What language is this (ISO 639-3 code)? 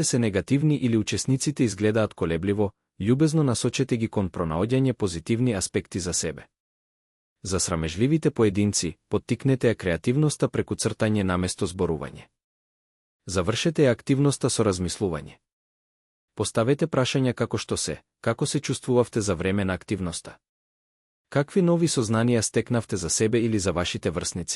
mkd